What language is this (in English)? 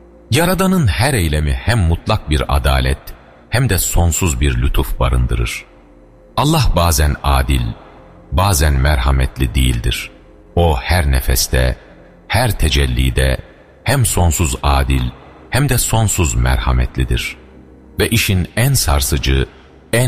Turkish